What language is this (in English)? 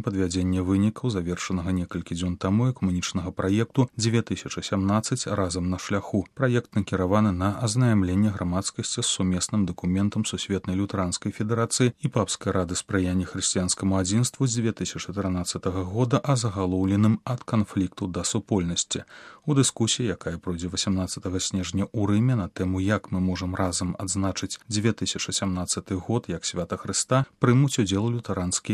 Belarusian